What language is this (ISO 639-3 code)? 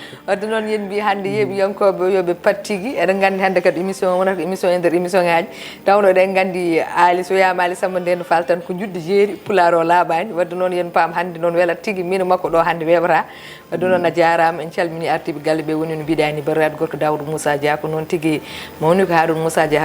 ful